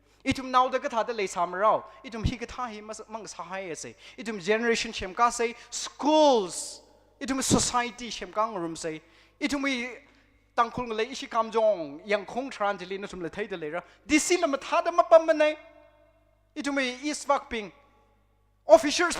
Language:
Tangkhul Naga (India)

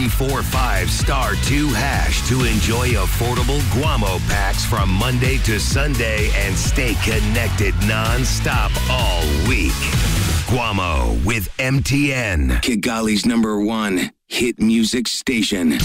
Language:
Kinyarwanda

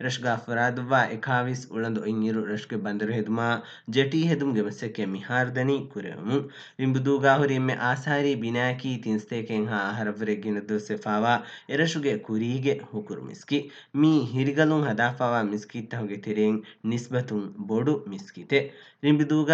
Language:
Divehi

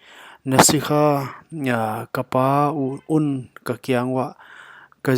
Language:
Paite Chin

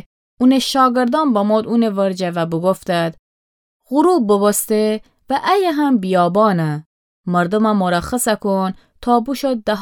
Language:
Gilaki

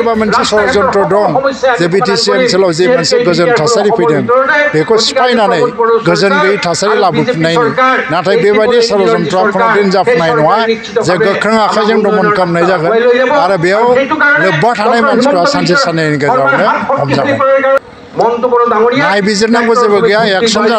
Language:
Bodo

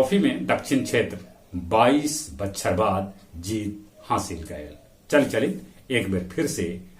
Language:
Magahi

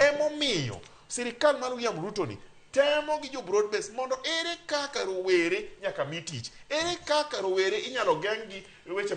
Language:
Luo (Kenya and Tanzania)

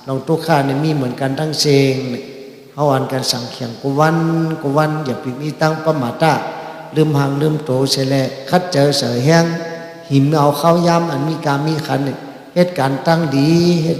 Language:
Shan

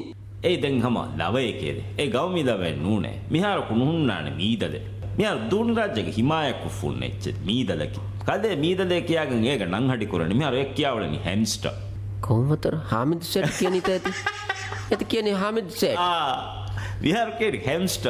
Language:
Divehi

